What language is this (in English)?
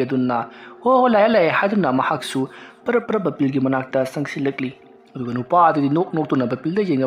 Manipuri